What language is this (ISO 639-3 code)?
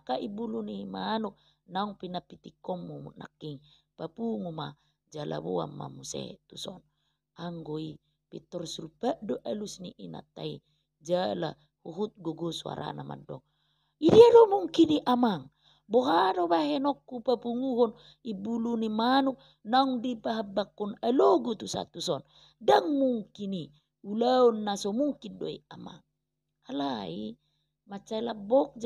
bbc